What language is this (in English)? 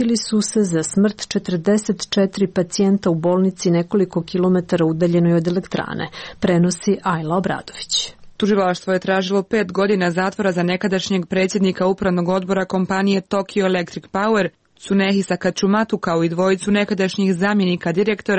Serbian